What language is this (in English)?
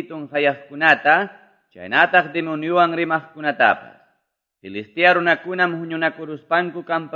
Quechua